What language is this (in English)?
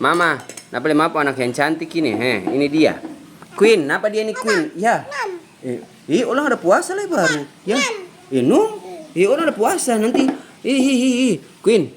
Ambonese Malay